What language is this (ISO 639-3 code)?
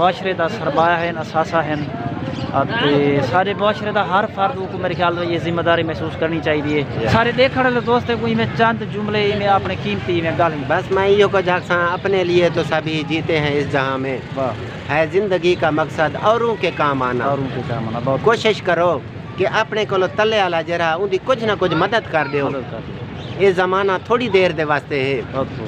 skr